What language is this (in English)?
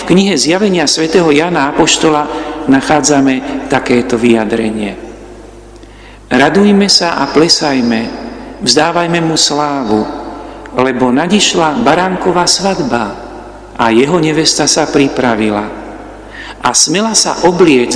Slovak